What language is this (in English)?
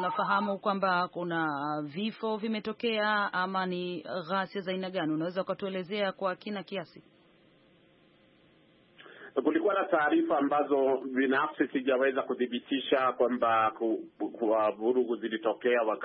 Swahili